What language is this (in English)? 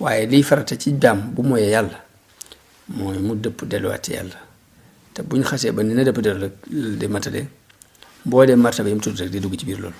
Wolof